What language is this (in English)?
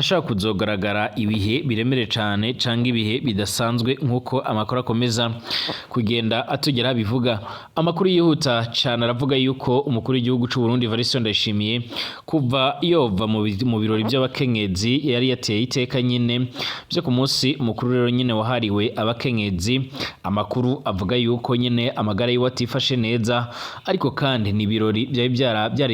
Rundi